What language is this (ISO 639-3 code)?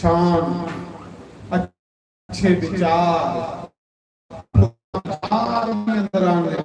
doi